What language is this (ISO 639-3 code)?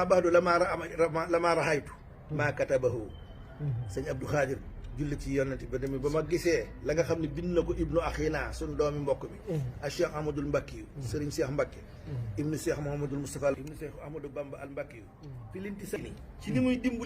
wol